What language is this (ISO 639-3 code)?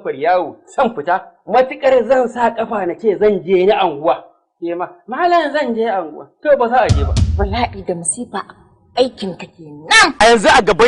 hau